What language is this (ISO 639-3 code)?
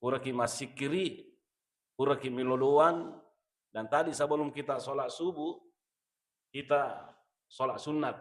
bug